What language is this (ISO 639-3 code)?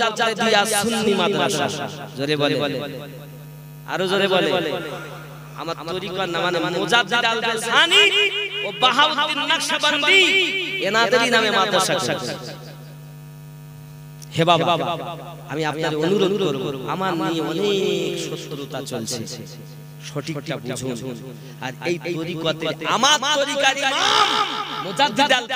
ben